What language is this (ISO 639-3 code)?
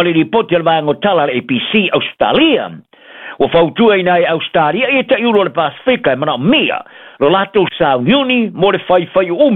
smo